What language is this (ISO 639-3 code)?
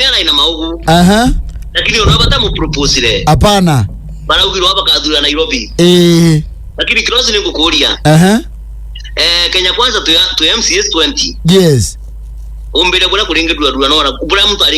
mer